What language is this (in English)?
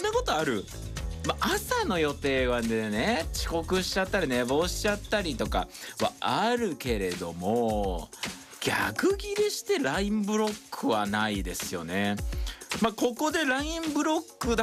Japanese